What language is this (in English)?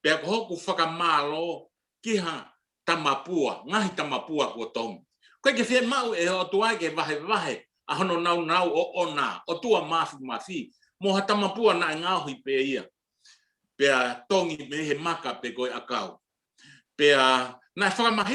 Tongan